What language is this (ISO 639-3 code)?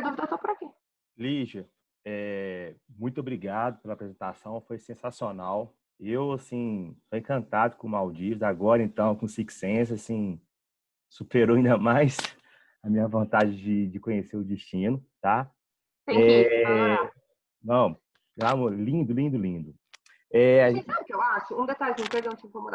por